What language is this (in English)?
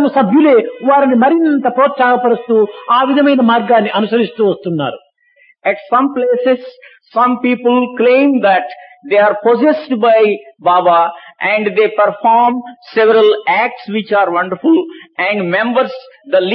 Telugu